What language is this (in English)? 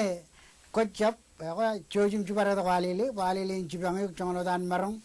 Marshallese